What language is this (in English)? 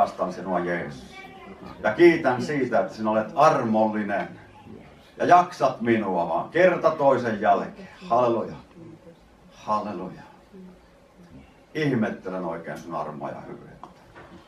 Finnish